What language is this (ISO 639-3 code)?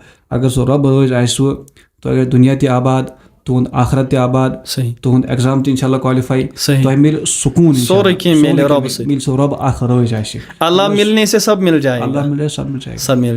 kas